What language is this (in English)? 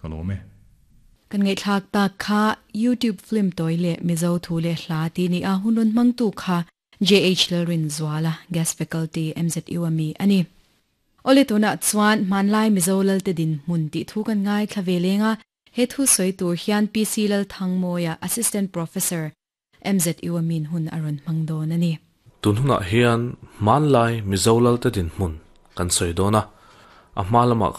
Mizo